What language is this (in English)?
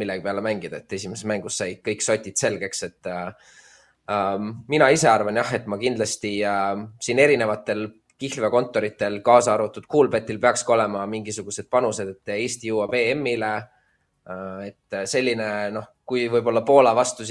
Estonian